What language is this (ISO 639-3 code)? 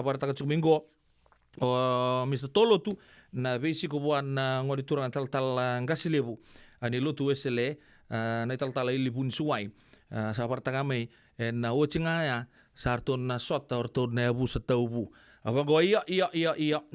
fij